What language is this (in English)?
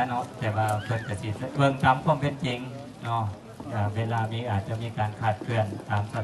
Lao